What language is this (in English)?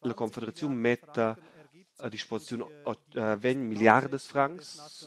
Romansh